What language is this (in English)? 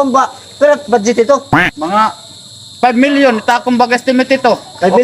Waray